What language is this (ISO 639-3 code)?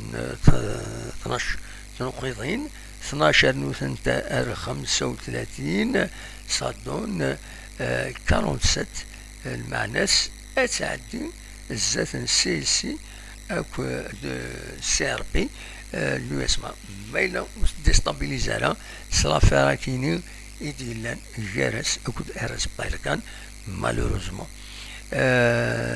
kab